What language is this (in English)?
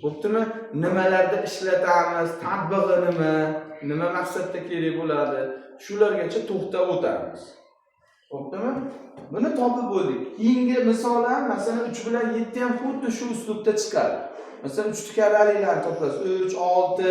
Uzbek